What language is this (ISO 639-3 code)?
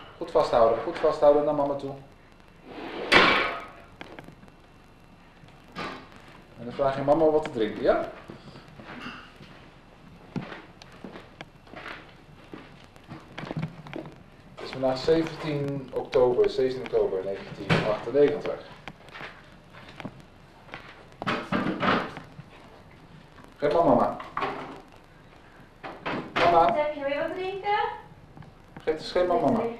nld